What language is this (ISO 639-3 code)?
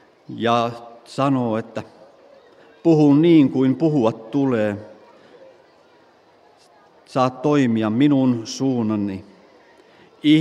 fin